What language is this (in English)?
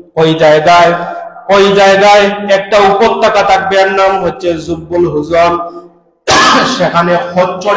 Bangla